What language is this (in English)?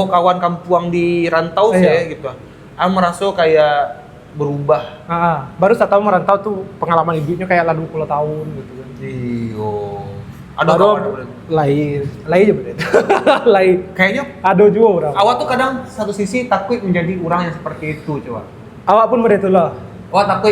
Minangkabau